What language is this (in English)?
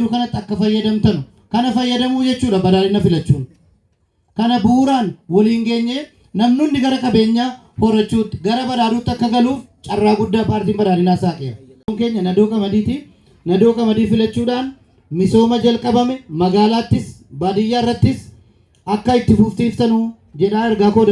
Oromo